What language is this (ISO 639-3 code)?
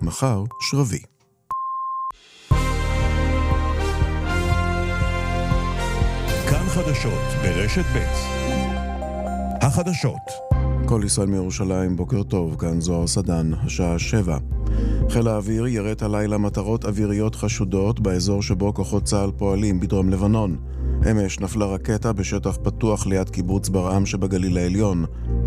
heb